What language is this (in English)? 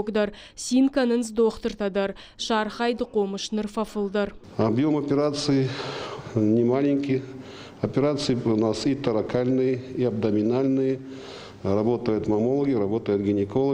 Ossetic